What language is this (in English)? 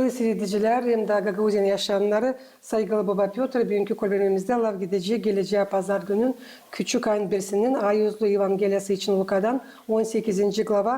Gagauz